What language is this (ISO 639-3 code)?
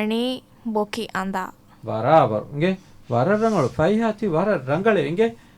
div